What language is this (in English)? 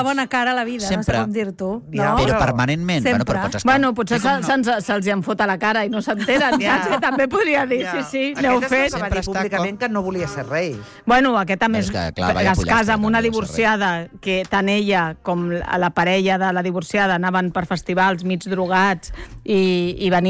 Catalan